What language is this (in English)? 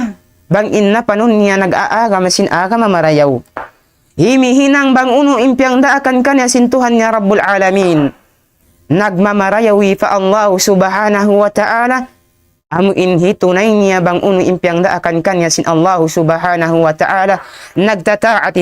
Tausug